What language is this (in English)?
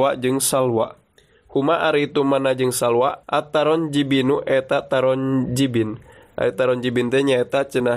Sundanese